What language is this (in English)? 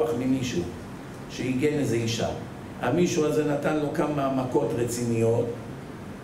Hebrew